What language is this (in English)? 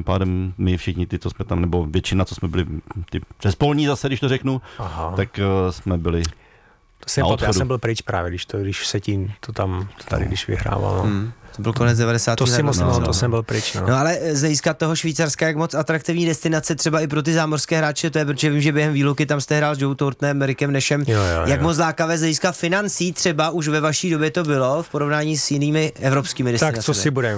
Czech